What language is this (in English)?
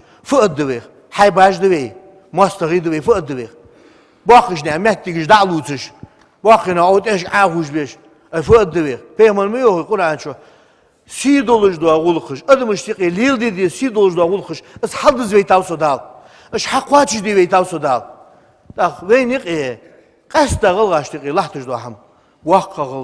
Ingush